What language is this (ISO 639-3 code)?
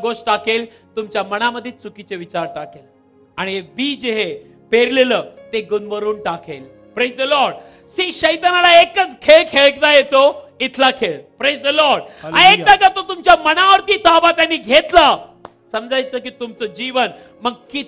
mar